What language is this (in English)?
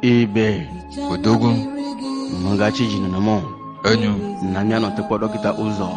Ewe